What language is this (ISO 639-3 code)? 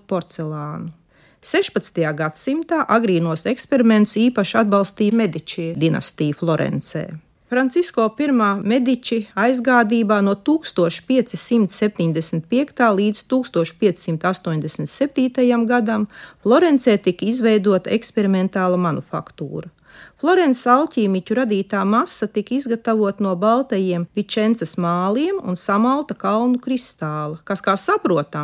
lav